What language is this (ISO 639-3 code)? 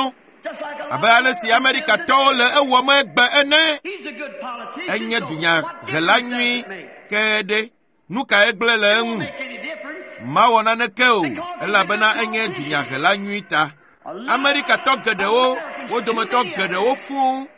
ewe